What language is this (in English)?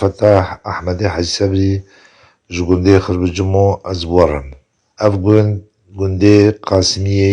Kurdish